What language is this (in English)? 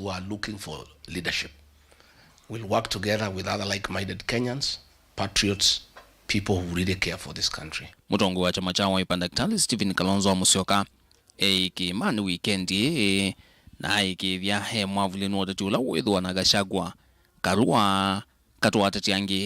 Kamba